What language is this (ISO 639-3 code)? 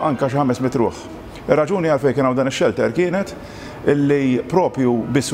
mlt